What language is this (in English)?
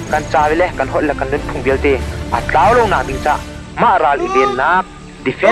Hakha Chin